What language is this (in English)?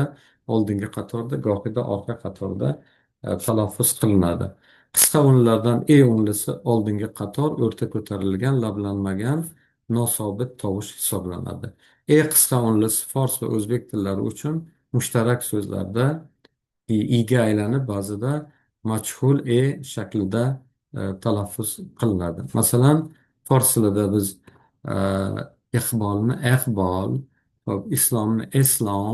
Uzbek